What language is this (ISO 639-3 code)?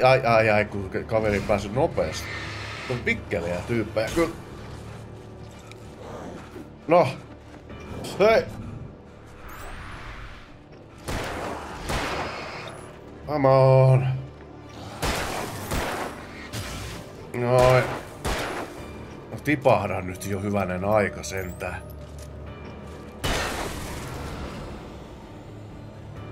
fin